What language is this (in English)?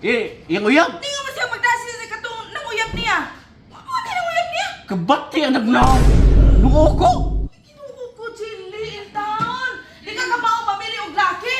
Cebuano